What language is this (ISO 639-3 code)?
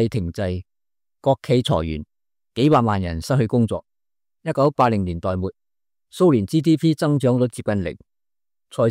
yue